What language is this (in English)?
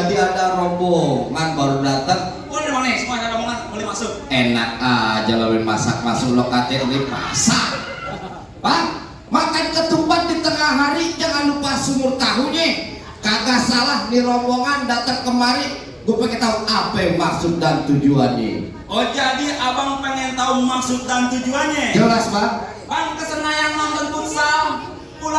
Betawi